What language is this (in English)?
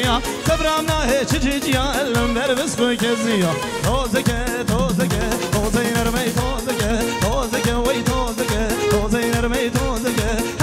Kurdish